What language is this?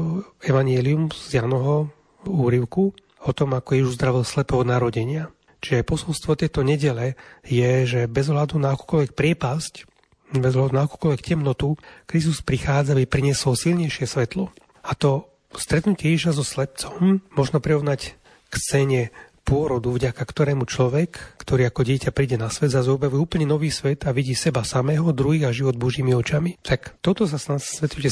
Slovak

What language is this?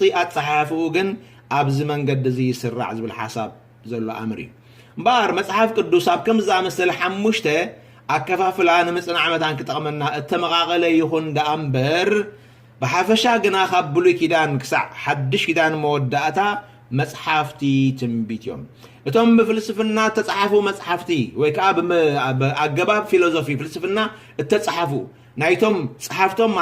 Tigrinya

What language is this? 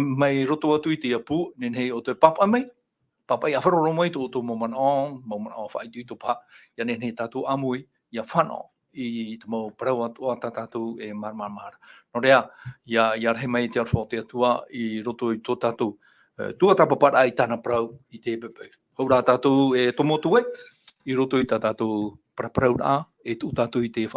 Tahitian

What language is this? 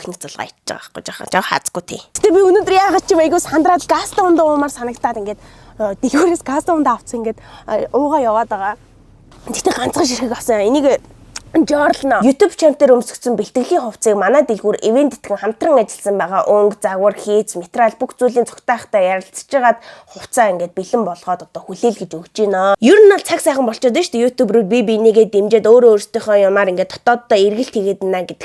Mongolian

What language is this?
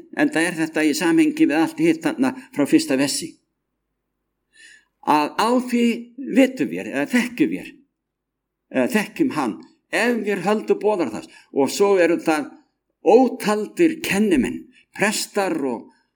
Icelandic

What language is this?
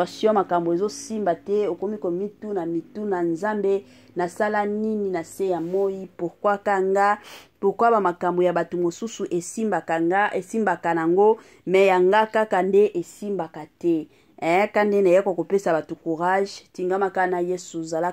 Lingala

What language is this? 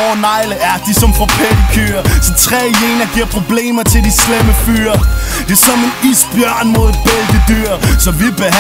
Danish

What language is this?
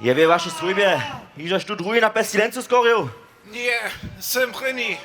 Upper Sorbian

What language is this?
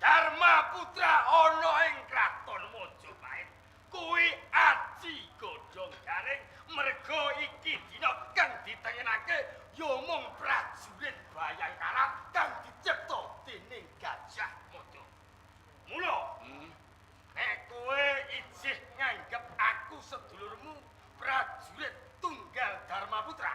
Javanese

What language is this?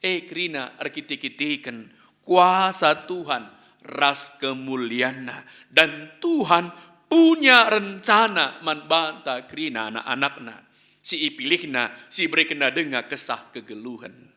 Batak Karo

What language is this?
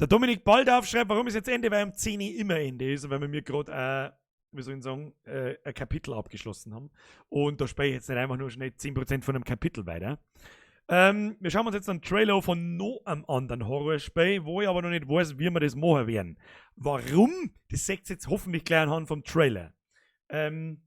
Bavarian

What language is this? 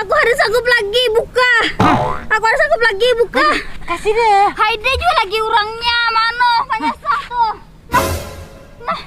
Banjar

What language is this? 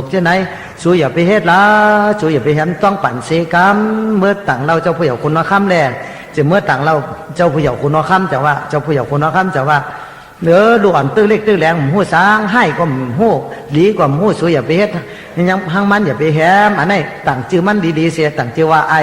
Shan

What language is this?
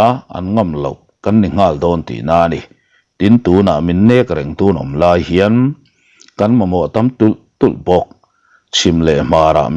Mizo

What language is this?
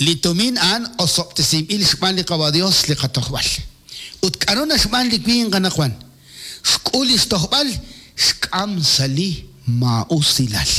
Kekchí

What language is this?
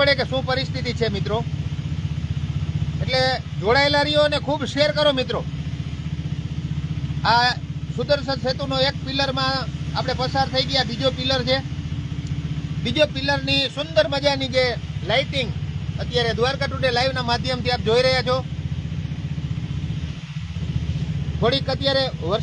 Gujarati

